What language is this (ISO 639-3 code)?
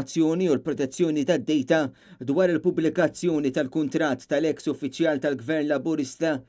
mlt